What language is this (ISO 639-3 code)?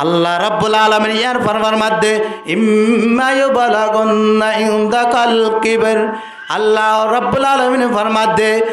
rhg